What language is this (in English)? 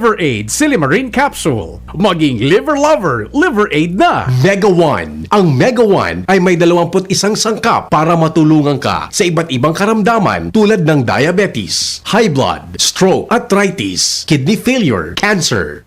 Bikol